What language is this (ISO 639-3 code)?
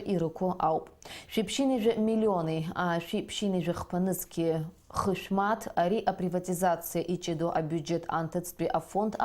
abk